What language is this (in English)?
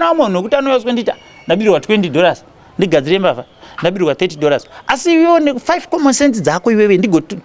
Shona